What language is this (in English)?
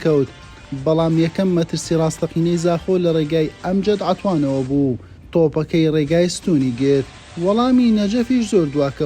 Central Kurdish